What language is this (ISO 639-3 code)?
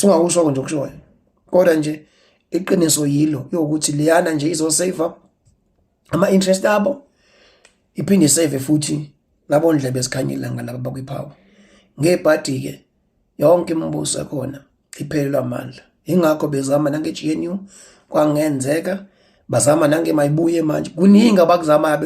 zul